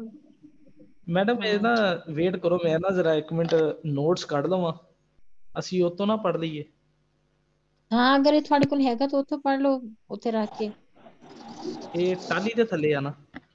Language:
Punjabi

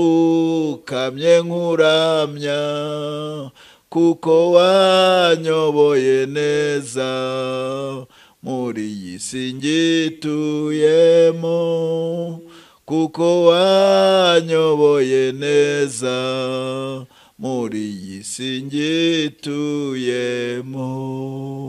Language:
Kinyarwanda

